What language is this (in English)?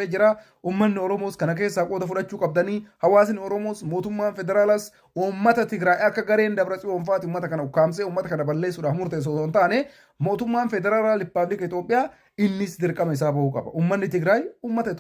Oromo